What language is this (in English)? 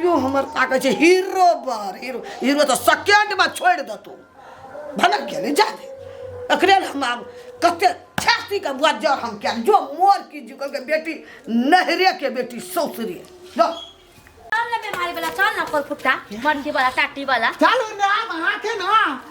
Maithili